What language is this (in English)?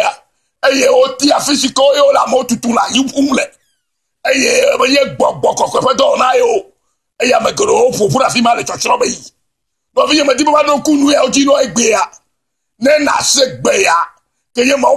Ewe